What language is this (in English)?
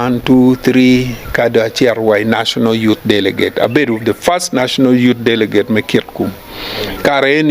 Acoli